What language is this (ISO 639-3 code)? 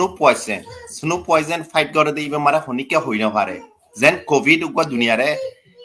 rhg